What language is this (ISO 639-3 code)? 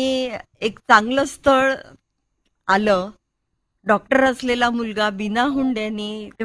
mar